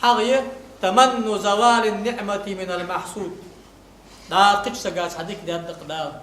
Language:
Ingush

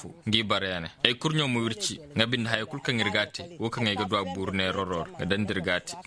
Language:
Koyraboro Senni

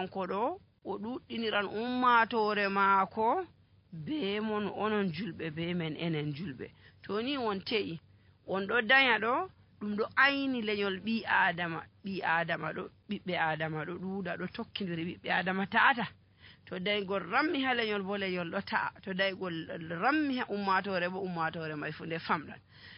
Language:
Nigerian Fulfulde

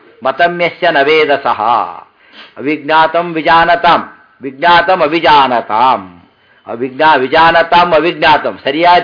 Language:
Kannada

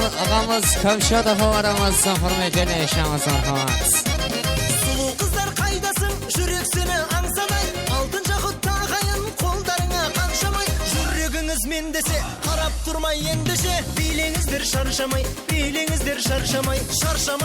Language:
Kara-Kalpak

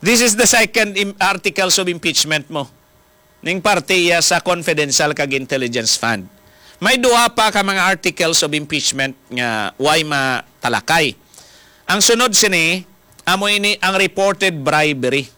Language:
Hiligaynon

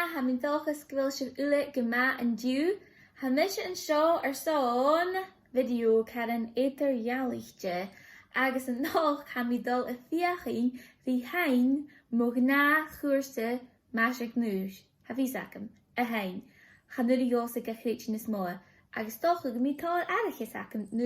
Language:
Scottish Gaelic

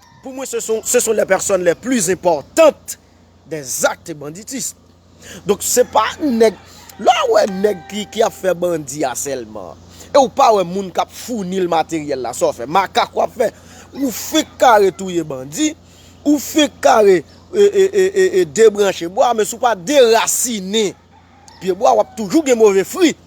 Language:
Haitian Creole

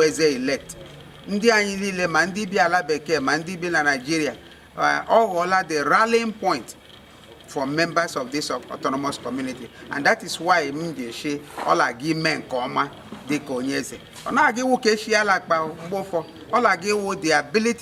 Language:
Igbo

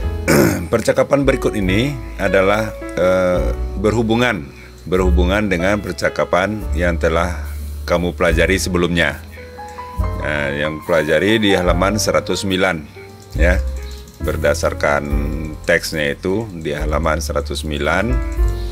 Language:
Indonesian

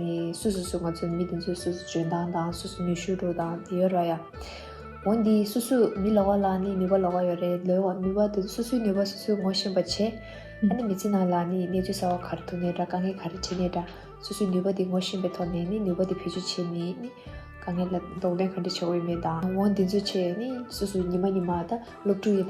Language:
Tibetan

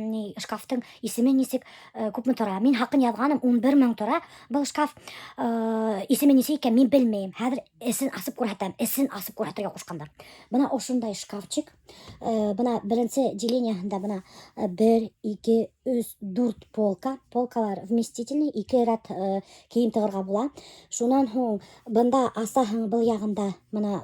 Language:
Bashkir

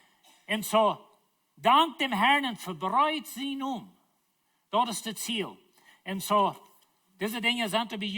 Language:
Plautdietsch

